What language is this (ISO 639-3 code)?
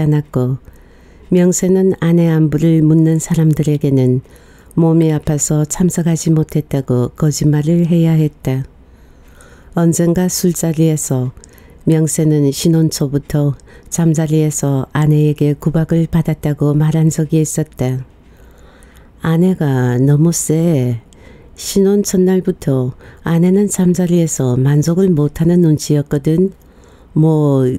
kor